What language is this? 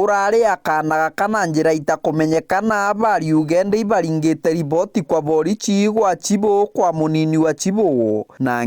Meru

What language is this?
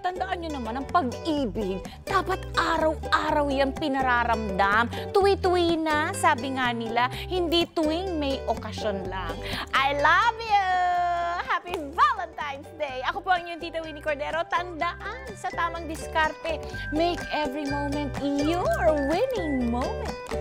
Filipino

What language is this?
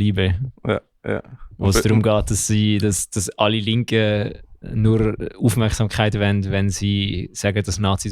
Swiss German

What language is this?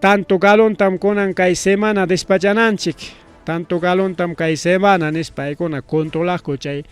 Ayacucho Quechua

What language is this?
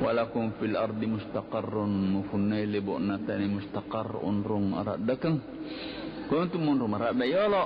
Buginese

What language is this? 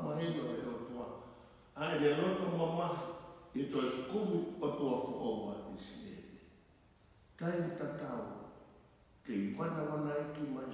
Tongan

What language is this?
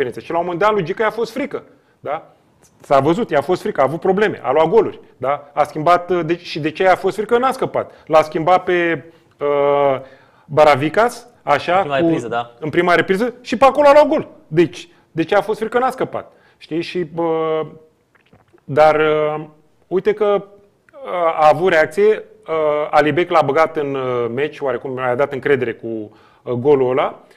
Romanian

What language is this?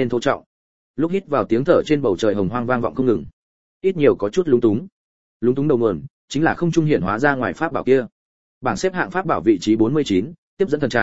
Vietnamese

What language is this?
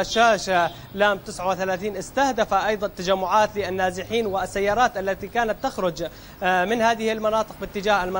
Arabic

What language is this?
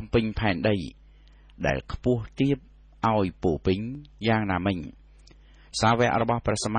Khmer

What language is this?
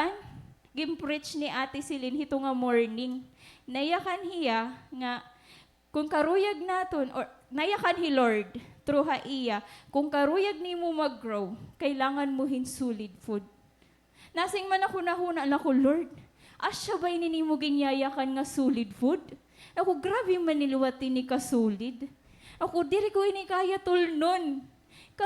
Waray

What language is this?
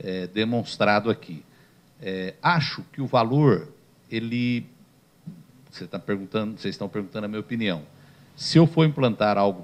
Portuguese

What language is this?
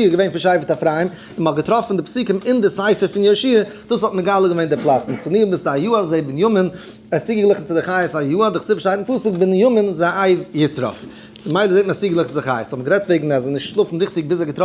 Yiddish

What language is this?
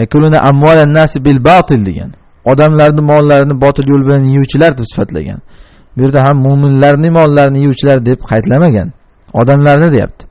Uzbek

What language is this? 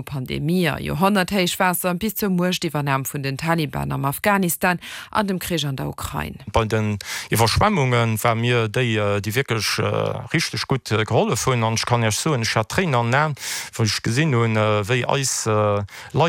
Luxembourgish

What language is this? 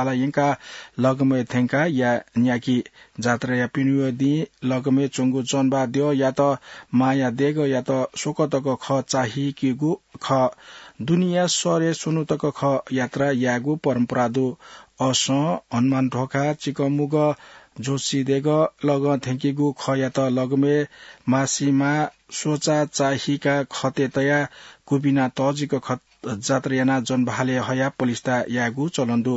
Newari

